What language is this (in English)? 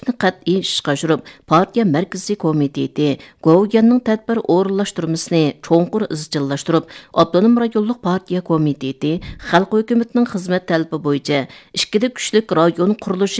Uyghur